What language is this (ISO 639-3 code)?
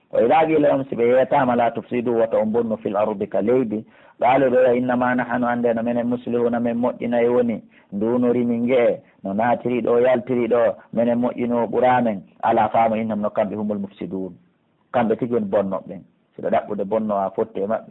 fuf